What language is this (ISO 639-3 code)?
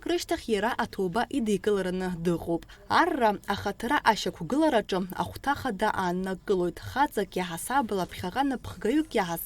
abk